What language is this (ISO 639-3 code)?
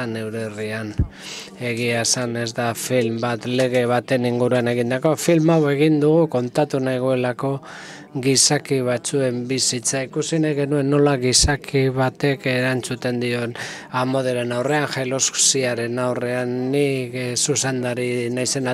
eus